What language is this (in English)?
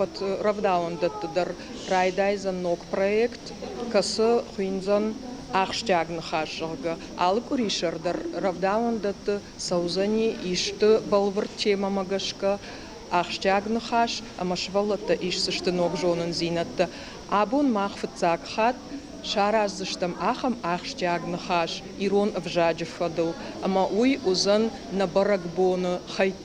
Ossetic